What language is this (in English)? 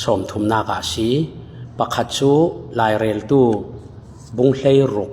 Falam Chin